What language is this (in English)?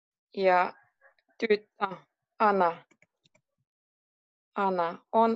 Finnish